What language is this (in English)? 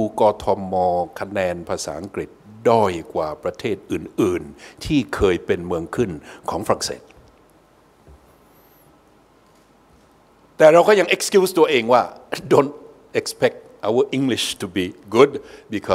Thai